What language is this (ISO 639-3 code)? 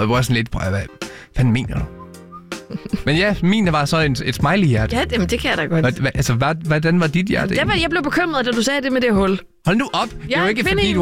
dan